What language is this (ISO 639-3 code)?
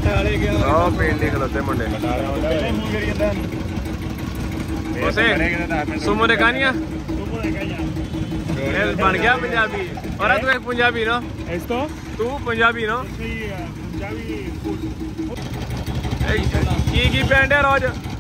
pan